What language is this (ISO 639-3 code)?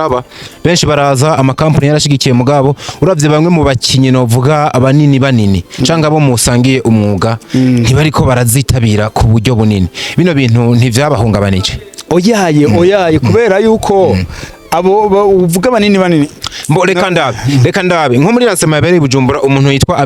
run